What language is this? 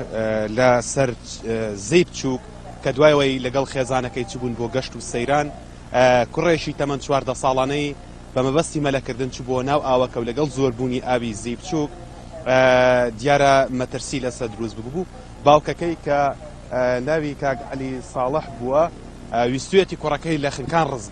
Central Kurdish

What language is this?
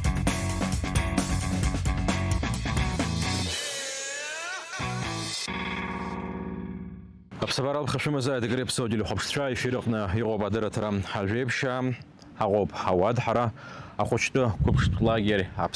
Abkhazian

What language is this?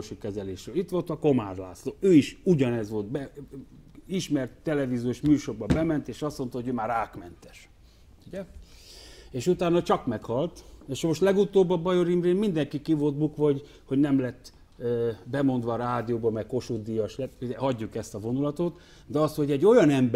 Hungarian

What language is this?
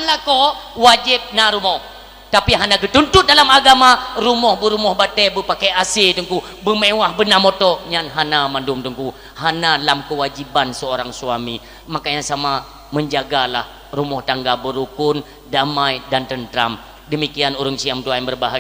Achinese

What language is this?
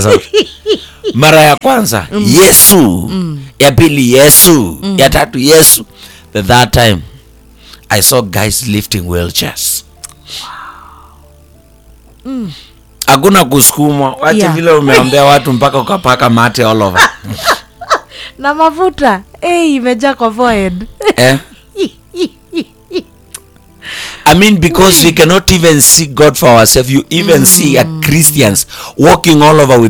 Swahili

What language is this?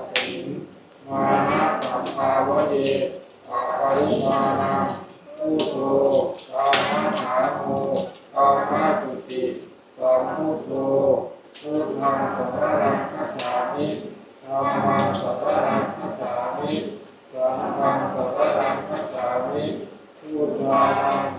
Northeastern Thai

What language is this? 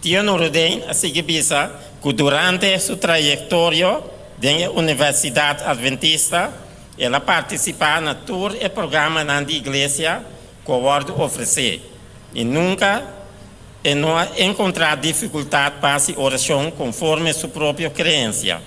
Papiamento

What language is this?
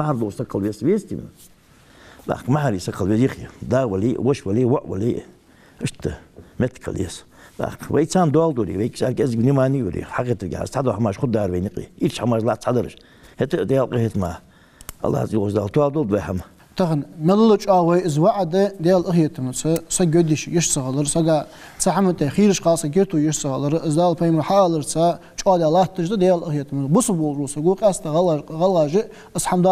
Ingush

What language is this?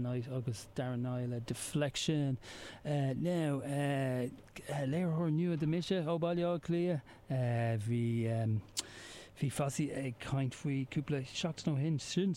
Irish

